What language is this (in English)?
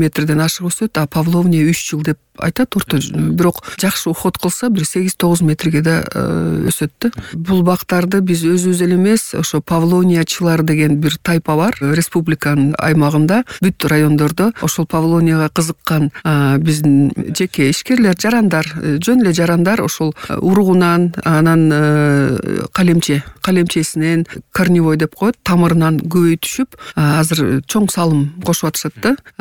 Kyrgyz